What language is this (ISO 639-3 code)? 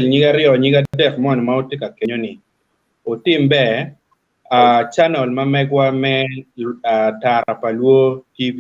ach